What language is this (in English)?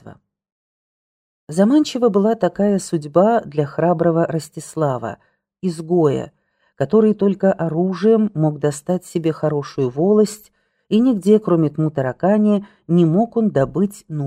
Russian